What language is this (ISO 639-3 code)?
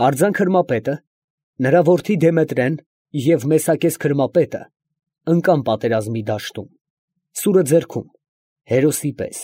hye